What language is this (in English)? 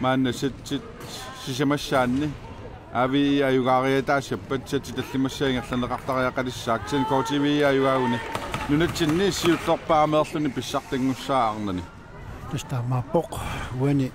Kalaallisut